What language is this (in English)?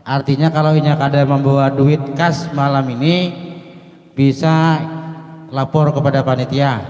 Banjar